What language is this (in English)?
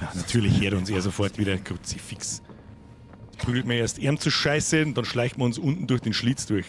Bavarian